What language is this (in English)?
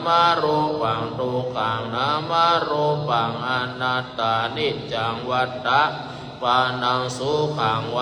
Pali